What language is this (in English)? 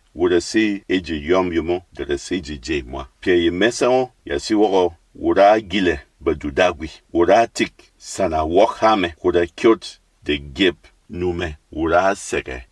Berom